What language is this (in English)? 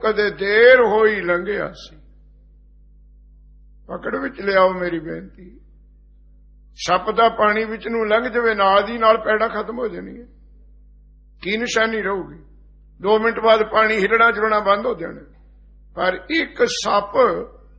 Punjabi